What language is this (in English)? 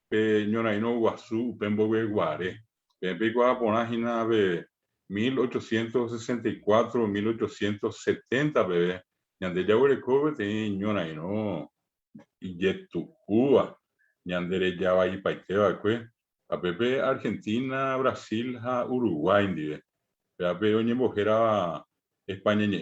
Guarani